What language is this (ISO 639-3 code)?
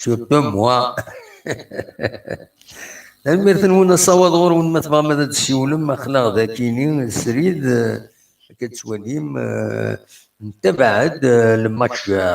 kab